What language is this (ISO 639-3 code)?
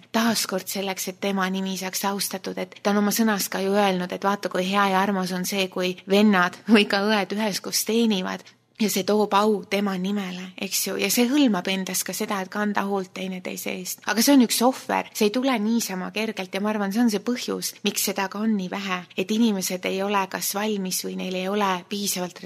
est